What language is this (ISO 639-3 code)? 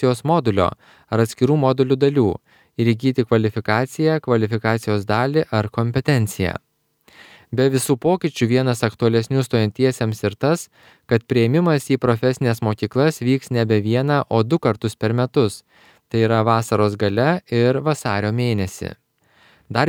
lit